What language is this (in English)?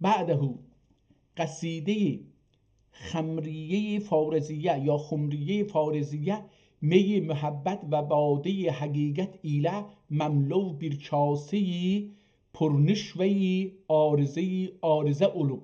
South Azerbaijani